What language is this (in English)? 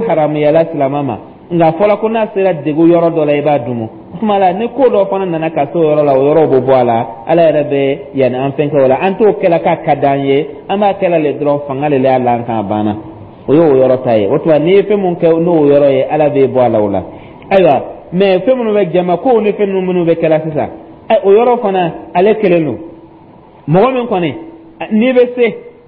Dyula